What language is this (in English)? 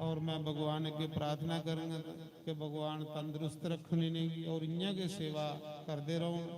Dogri